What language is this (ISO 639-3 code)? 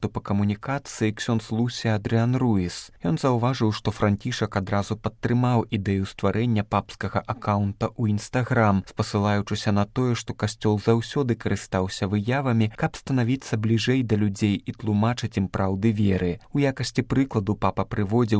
bel